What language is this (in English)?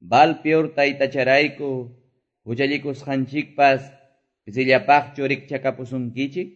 Quechua